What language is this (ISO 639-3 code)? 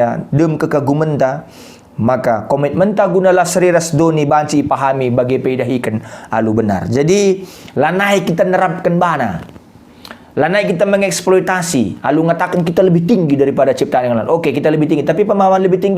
btx